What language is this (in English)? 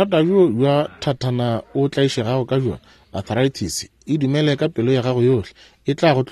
Northern Sotho